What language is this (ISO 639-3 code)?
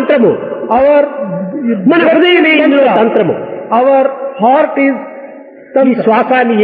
tel